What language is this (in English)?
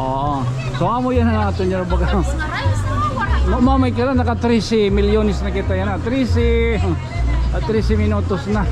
Waray